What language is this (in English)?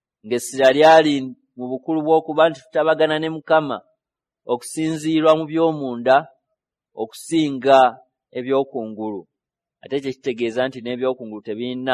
Ganda